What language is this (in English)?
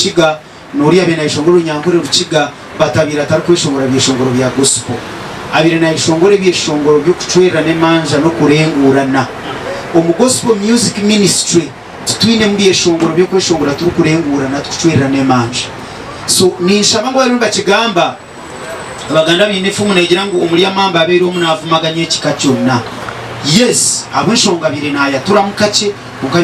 Nyankole